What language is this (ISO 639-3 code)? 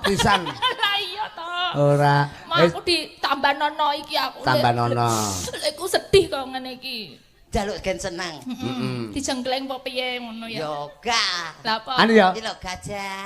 jav